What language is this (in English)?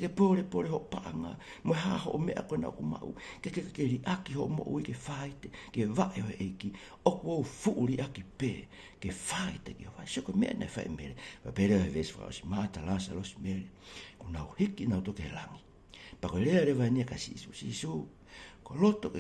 Tongan